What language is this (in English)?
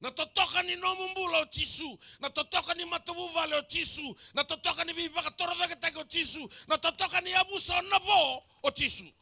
Fijian